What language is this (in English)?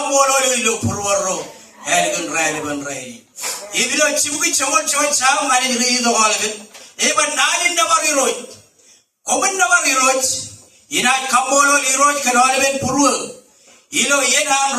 Marshallese